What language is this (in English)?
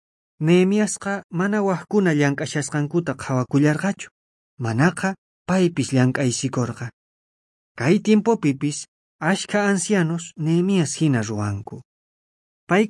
South Bolivian Quechua